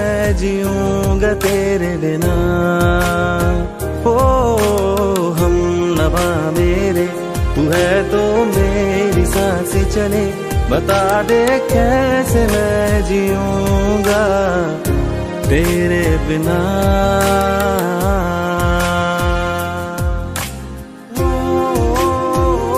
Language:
Hindi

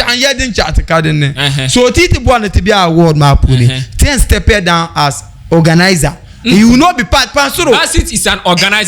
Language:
Dagbani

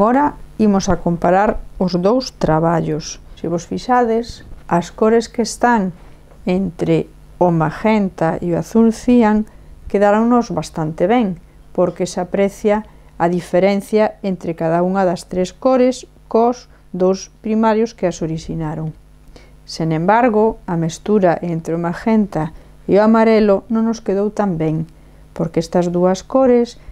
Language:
Galician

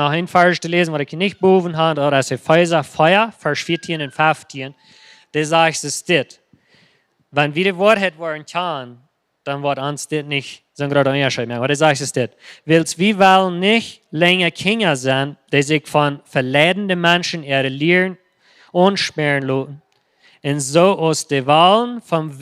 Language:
Plautdietsch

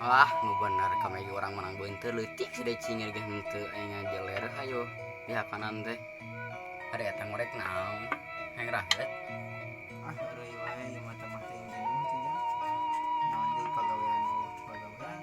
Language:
Sundanese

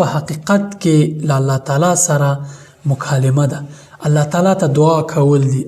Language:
Pashto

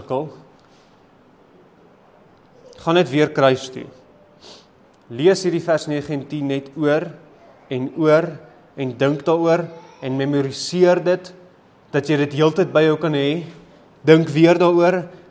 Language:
Afrikaans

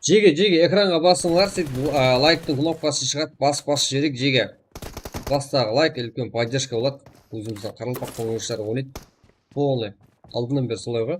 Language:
Kara-Kalpak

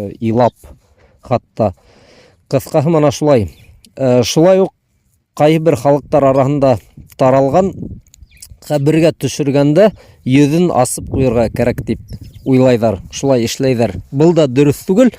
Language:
Bashkir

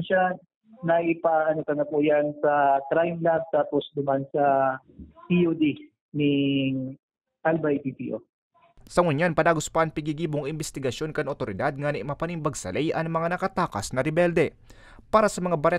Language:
Bikol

